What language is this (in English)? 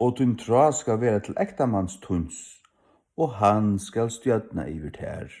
Faroese